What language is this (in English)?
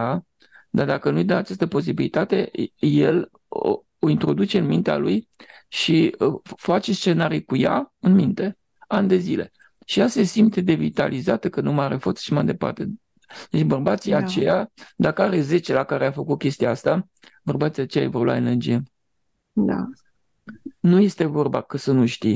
Romanian